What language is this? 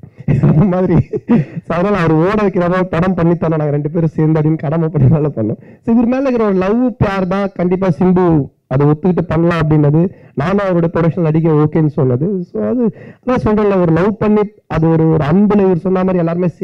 Tamil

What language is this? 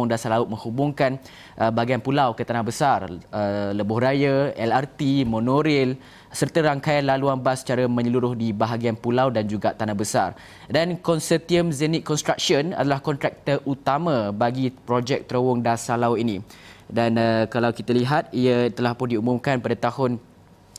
Malay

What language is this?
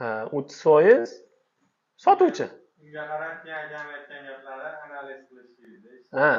Uzbek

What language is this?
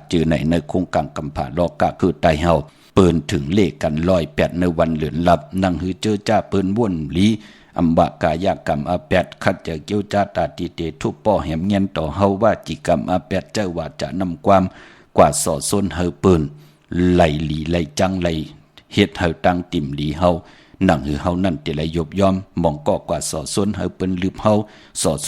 Shan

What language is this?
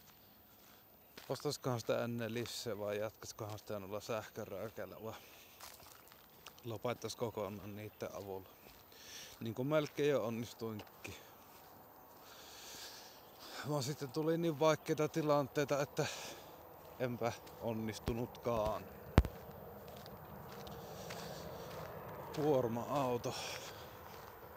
Finnish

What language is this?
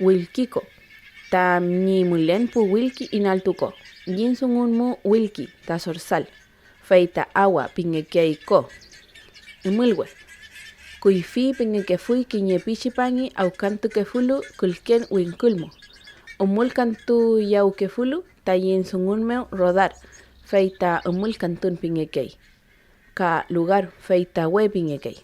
Mapuche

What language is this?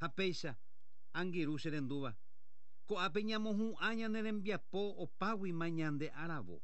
Guarani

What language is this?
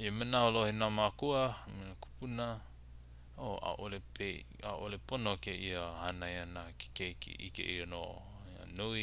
Hawaiian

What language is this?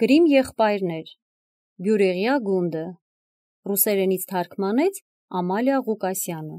Armenian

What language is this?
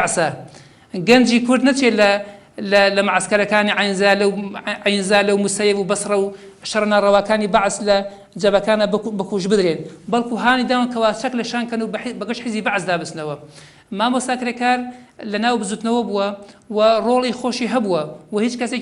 Central Kurdish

